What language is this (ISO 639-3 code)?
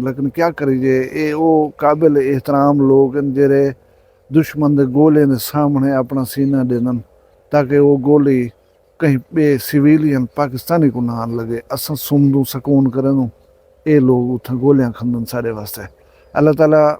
skr